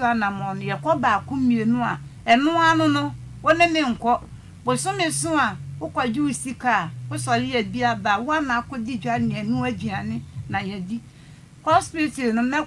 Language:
Akan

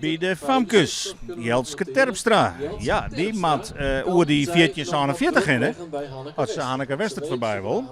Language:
Western Frisian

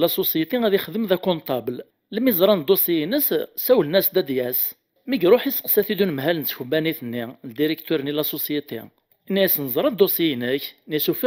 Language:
Kabyle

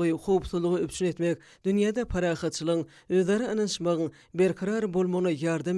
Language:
Turkmen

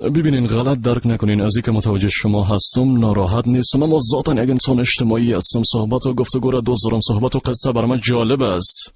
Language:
Persian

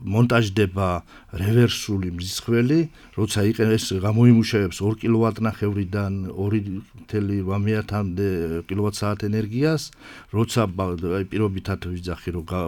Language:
Georgian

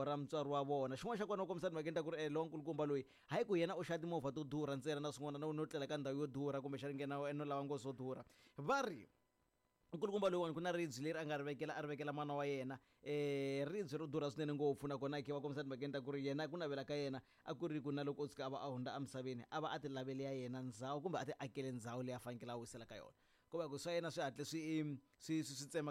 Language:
Tsonga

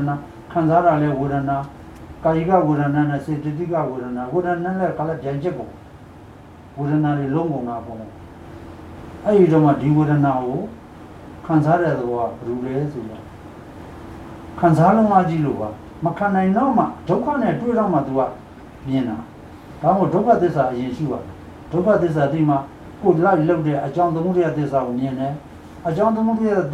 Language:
Burmese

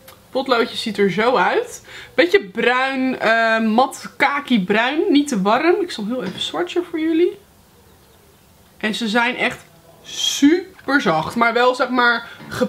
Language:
Dutch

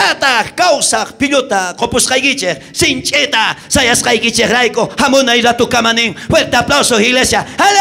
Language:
South Bolivian Quechua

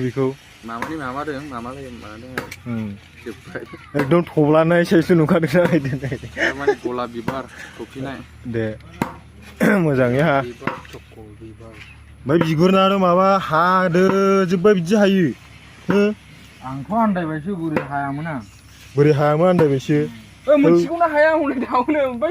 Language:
Bodo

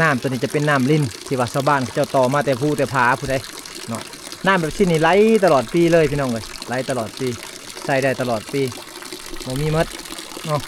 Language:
Lao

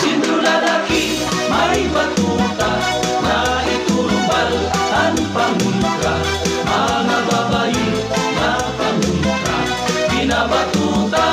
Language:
Waray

